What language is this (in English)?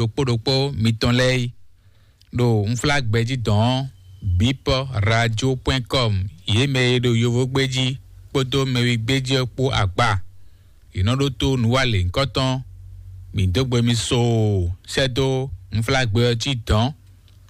Fon